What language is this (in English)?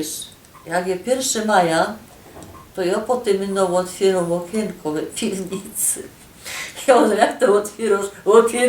Silesian